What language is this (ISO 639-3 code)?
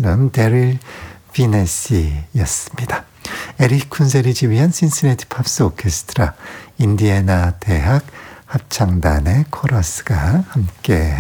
kor